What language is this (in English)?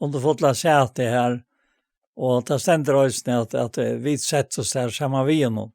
Faroese